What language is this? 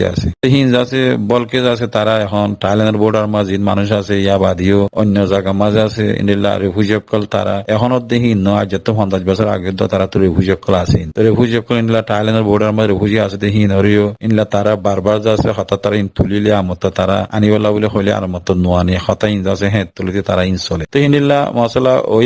Rohingya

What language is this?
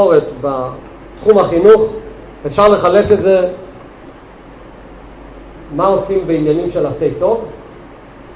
Hebrew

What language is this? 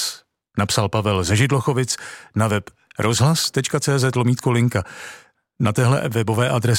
Czech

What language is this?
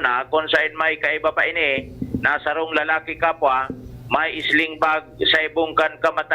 Bikol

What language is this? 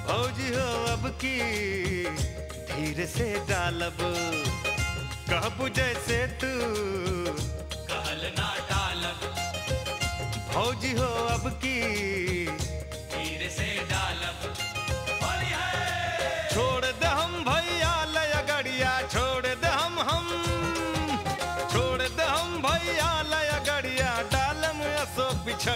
Bhojpuri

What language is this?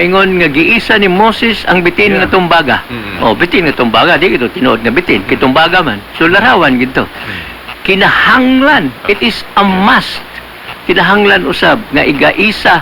Cebuano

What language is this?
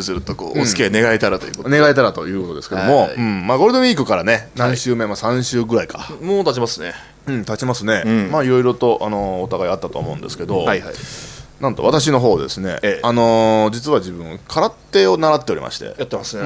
Japanese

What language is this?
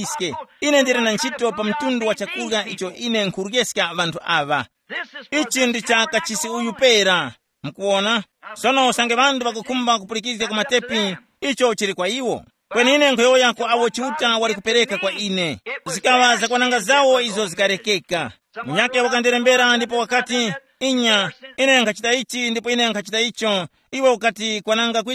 Tumbuka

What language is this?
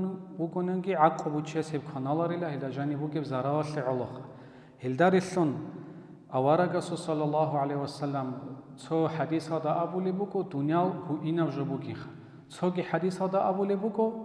Avaric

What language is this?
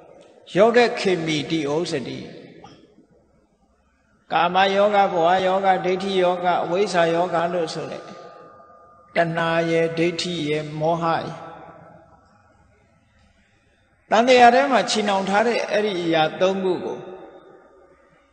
Burmese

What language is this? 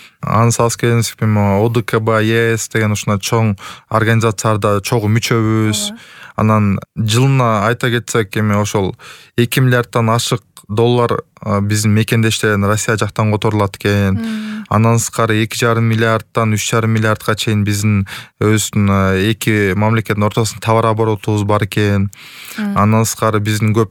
Kyrgyz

